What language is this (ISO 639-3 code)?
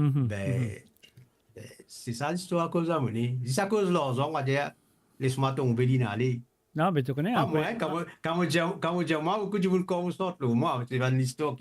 mfe